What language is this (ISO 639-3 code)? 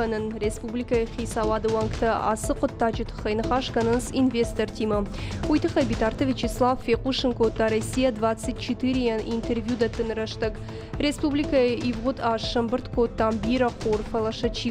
oss